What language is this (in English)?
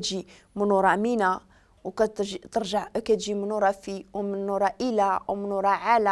Moroccan Arabic